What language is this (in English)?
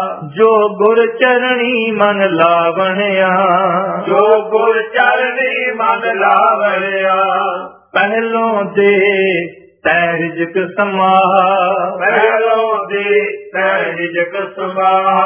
Punjabi